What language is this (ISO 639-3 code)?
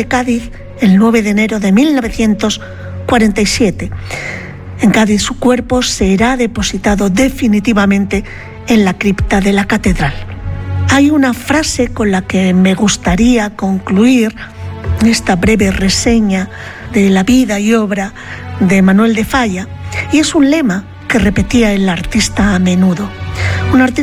spa